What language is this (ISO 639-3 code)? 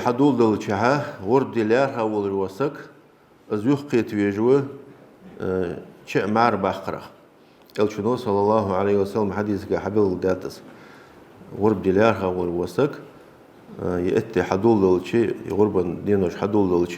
inh